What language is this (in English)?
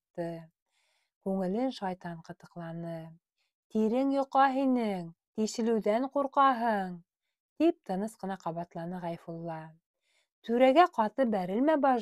Bashkir